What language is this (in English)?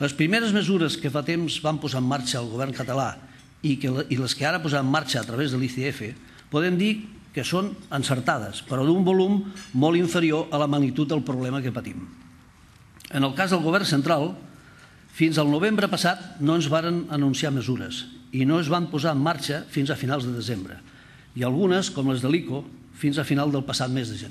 Catalan